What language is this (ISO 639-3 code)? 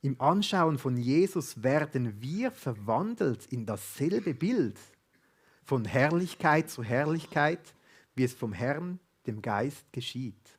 gsw